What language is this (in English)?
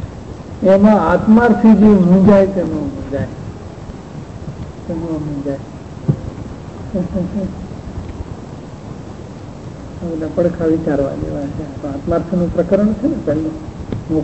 Gujarati